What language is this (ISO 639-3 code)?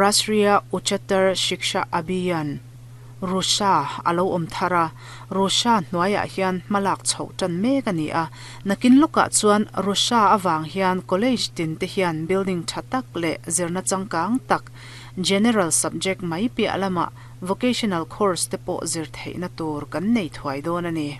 lus